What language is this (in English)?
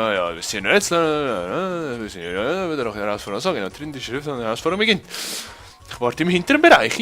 Swiss German